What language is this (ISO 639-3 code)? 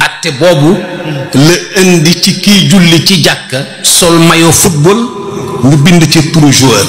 wol